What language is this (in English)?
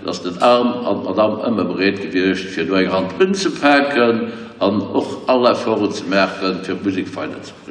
Luxembourgish